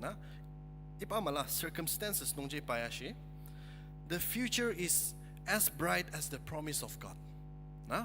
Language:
Ao Naga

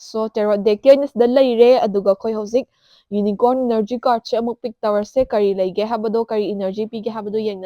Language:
Manipuri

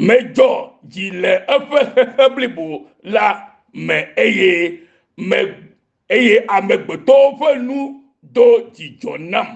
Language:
Ewe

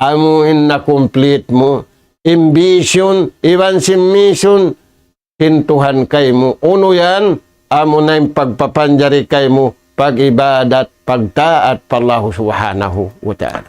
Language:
Tausug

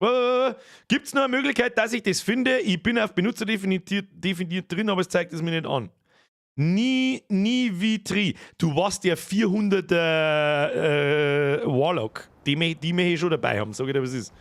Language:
Bavarian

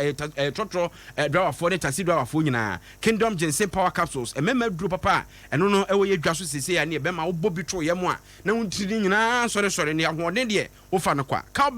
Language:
Akan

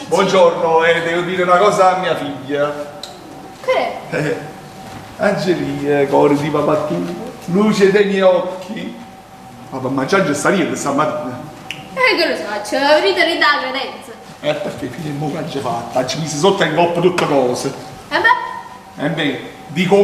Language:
Neapolitan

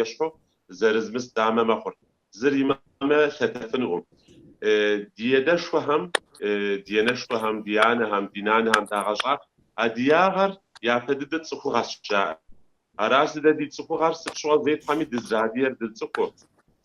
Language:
Kabardian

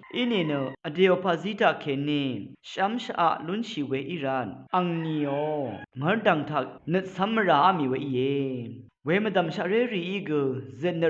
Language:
Rawang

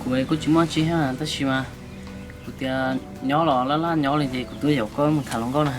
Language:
Hmong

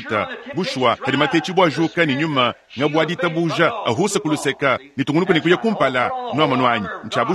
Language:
Luba-Lulua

